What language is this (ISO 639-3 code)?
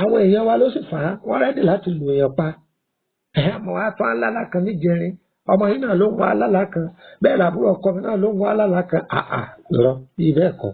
yor